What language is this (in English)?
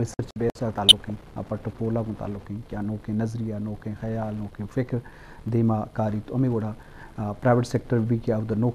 Eastern Balochi